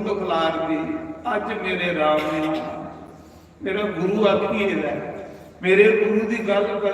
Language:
Dogri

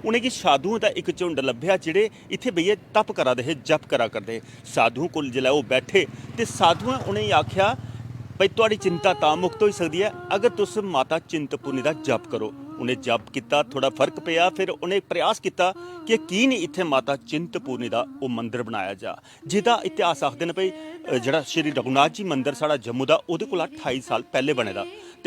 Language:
Dogri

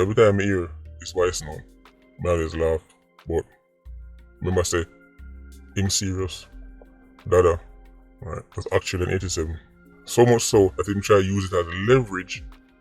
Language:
Jamaican Creole English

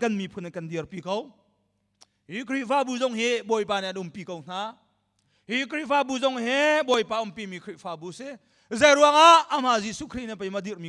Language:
Hakha Chin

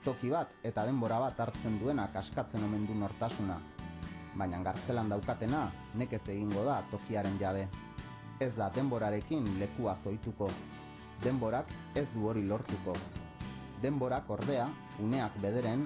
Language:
Basque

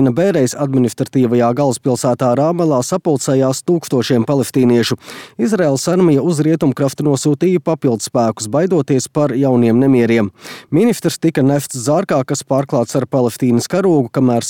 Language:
Latvian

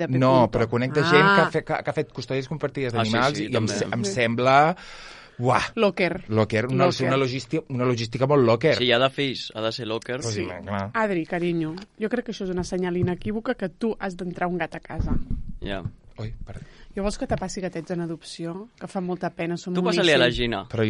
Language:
Catalan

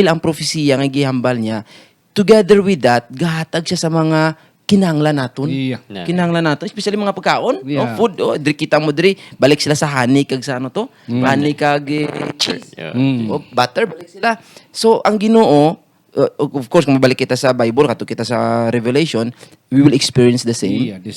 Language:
Hiligaynon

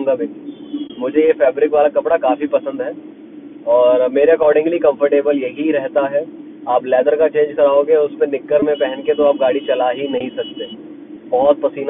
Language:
Hindi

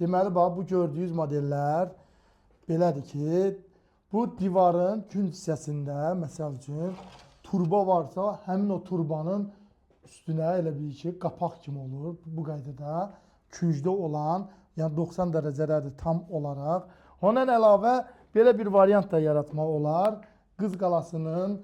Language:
Azerbaijani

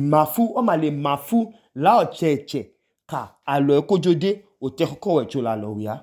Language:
Idoma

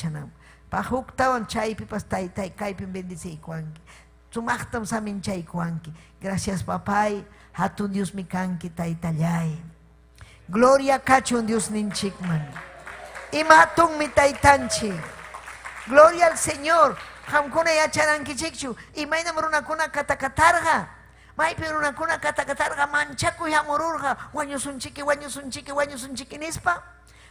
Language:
Ayacucho Quechua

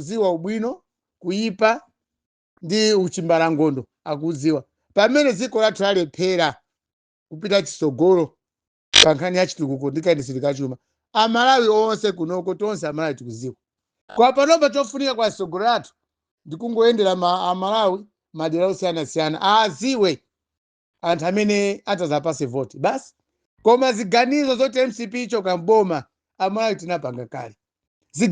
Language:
Nyanja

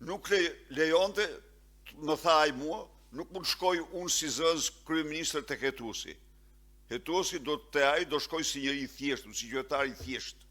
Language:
Albanian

